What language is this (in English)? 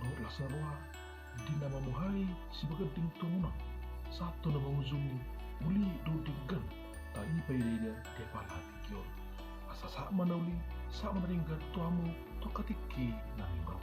Batak Toba